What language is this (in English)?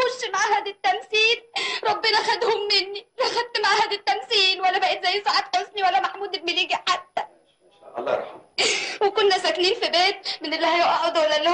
Egyptian Arabic